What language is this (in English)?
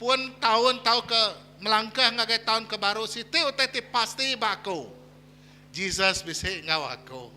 Iban